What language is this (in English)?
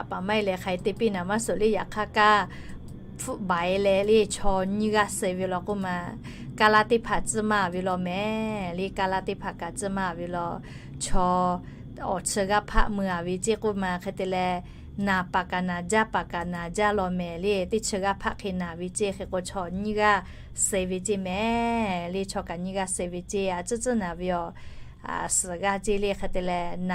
Lahu